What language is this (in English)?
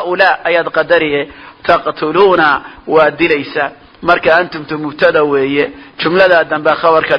Somali